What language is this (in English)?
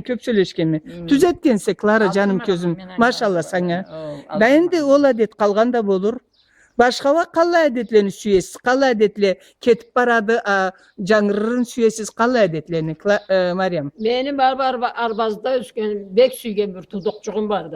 Karachay-Balkar